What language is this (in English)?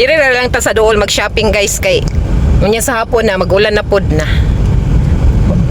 Cebuano